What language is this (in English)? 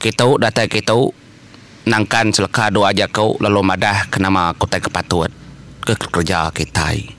Iban